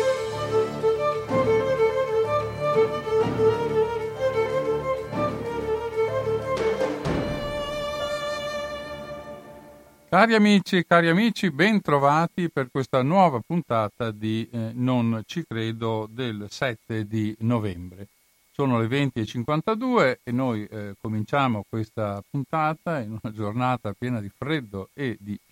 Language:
Italian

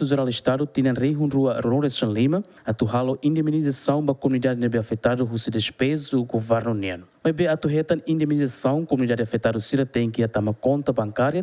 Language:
Tetum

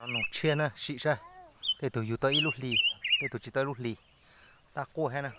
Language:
Hmong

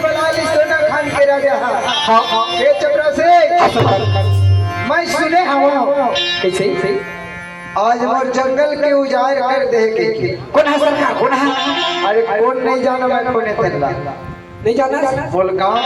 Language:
Chhattisgarhi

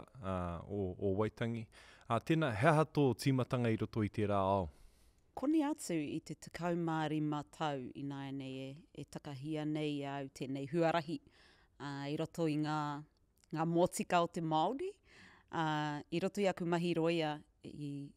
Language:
Māori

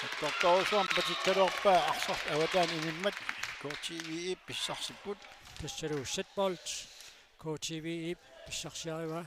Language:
Kalaallisut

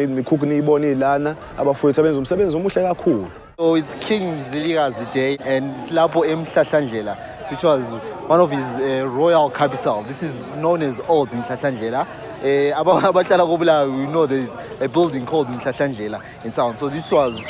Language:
Zulu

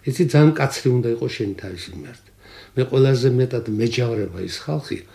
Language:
Georgian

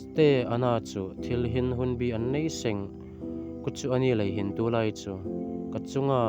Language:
Hmar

